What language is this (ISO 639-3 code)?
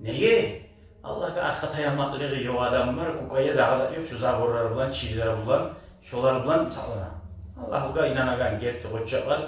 kum